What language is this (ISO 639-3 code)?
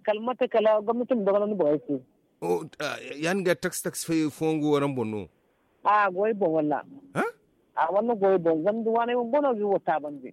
dje